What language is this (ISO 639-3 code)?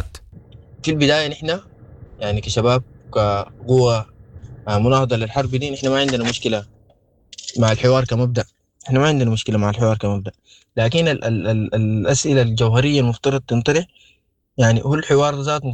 apd